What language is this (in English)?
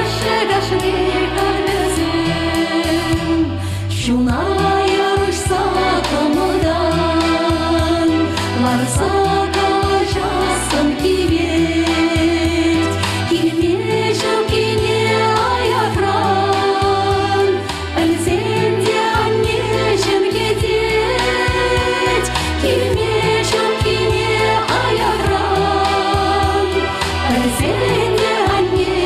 Chuvash